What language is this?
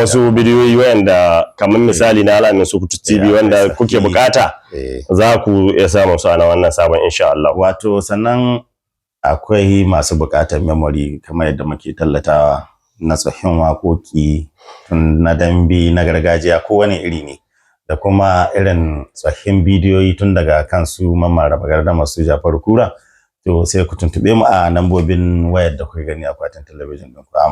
Hausa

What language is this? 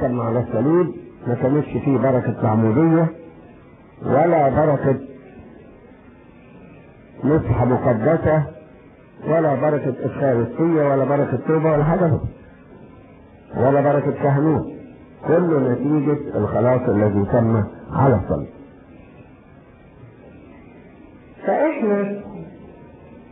Egyptian Arabic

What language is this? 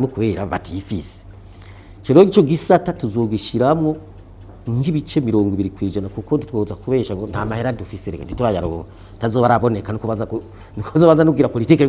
Rundi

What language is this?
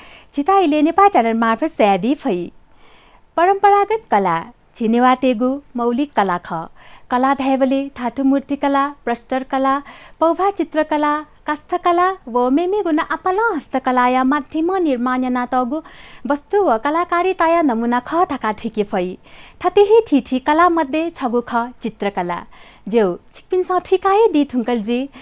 Newari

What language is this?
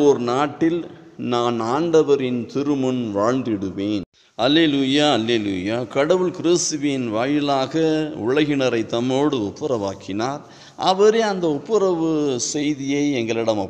Tamil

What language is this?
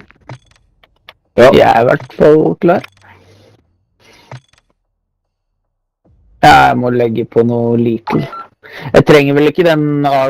Norwegian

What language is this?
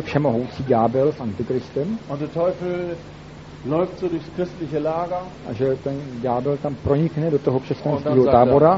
Czech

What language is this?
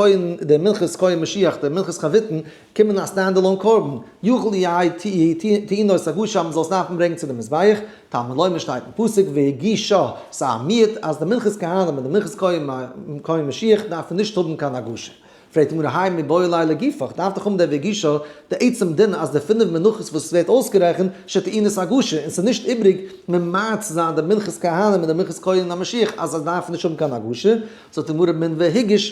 Yiddish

